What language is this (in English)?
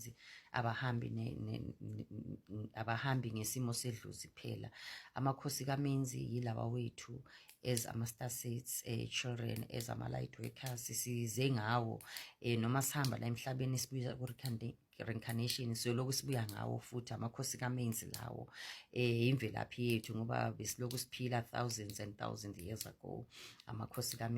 Zulu